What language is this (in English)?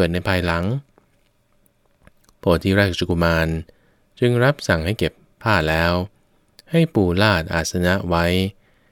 Thai